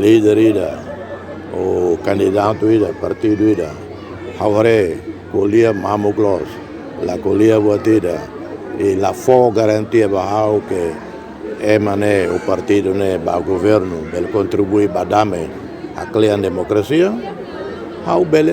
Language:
Tetum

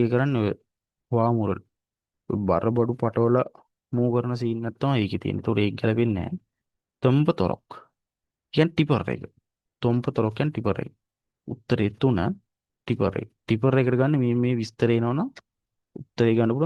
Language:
Sinhala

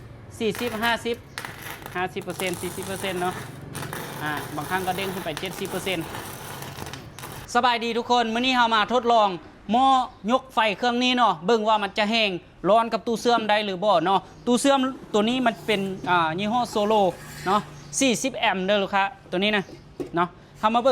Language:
Lao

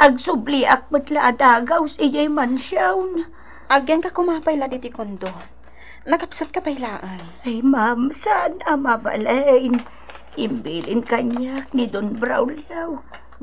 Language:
Iloko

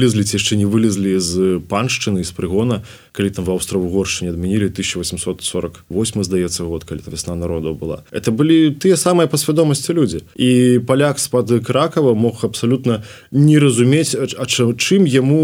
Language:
Belarusian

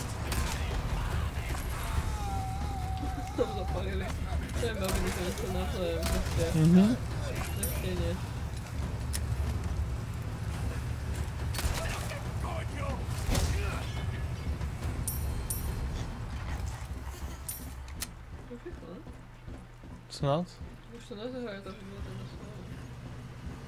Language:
Czech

